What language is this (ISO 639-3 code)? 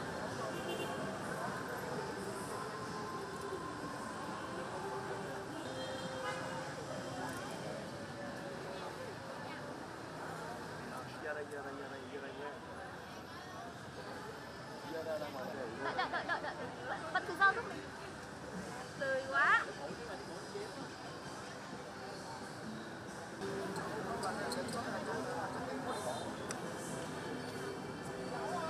vie